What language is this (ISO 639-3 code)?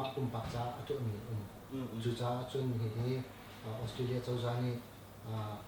cnh